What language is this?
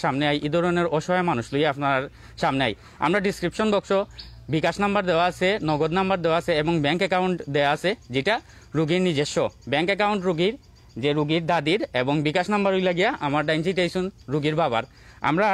Sylheti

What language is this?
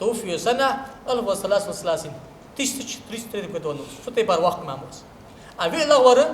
Ingush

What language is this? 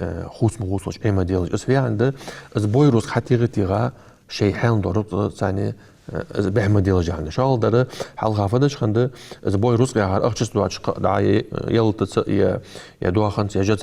Ingush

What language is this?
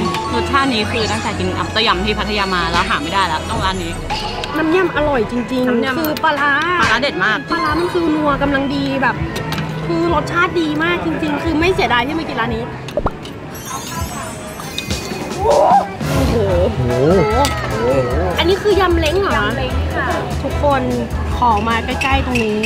Thai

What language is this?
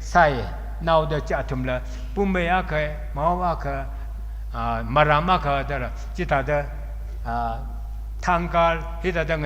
Tangkhul Naga (India)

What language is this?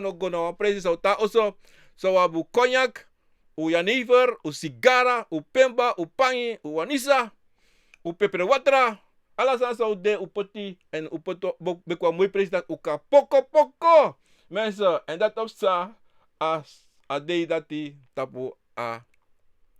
Sranan Tongo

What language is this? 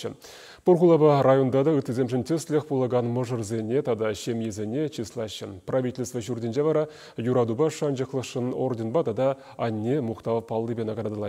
Chuvash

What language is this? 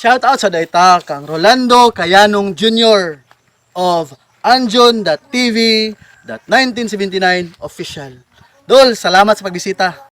Cebuano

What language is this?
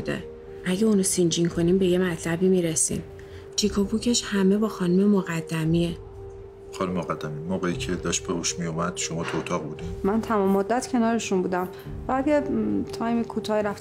Persian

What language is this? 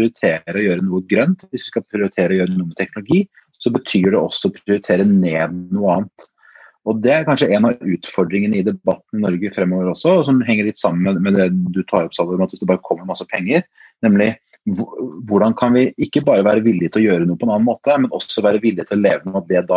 Norwegian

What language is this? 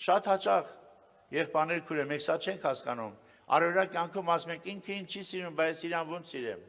Armenian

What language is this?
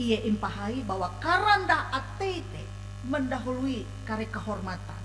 Ngaju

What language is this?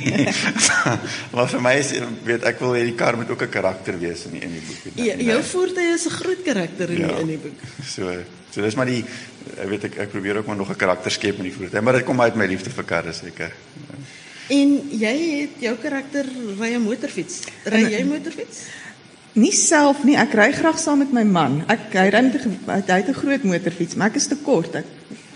Afrikaans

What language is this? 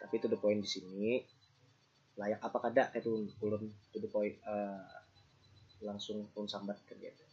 Banjar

